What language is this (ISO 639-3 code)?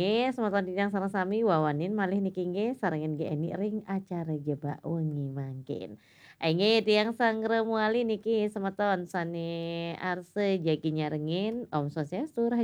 ban